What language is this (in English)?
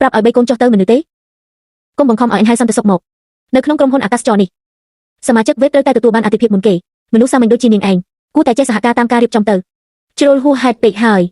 Khmer